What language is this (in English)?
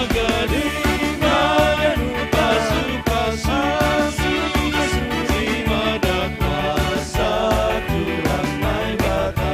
Batak Simalungun